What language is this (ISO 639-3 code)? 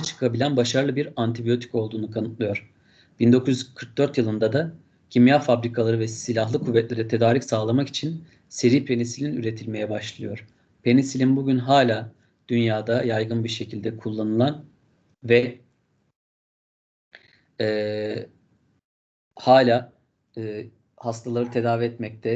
tur